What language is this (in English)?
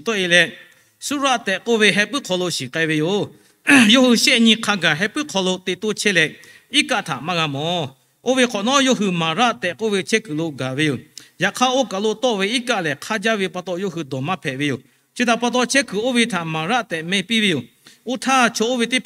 Lahu